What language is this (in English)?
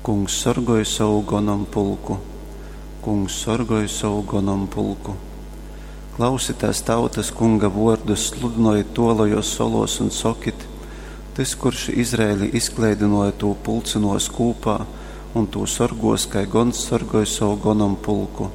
Latgalian